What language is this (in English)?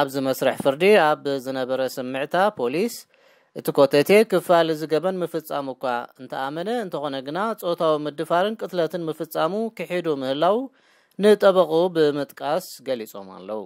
Tigrinya